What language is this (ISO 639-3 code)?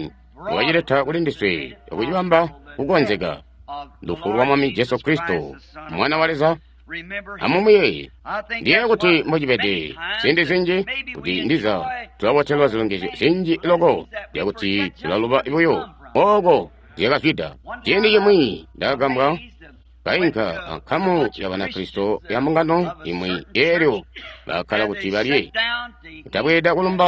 toi